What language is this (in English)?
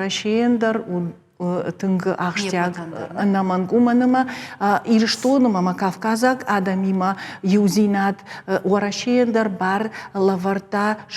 Ossetic